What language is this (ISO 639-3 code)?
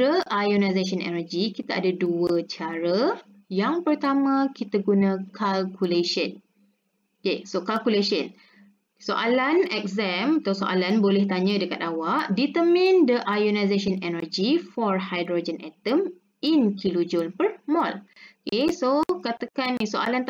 msa